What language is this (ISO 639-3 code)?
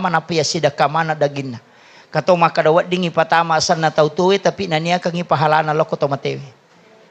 bug